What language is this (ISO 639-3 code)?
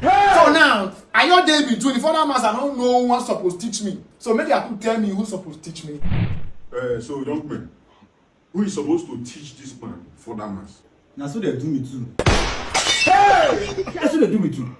pcm